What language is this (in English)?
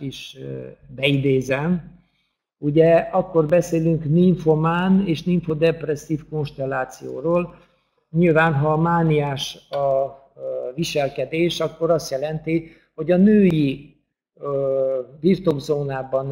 Hungarian